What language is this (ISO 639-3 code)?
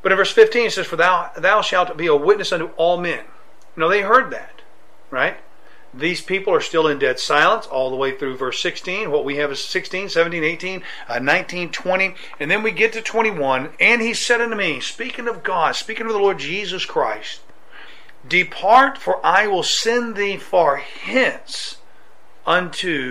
eng